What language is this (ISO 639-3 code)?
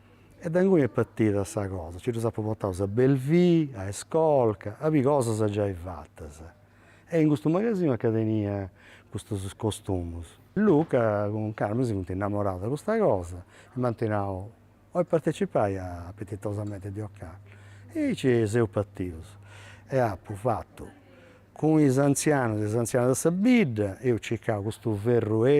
srd